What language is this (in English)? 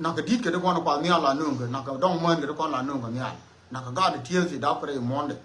Nuer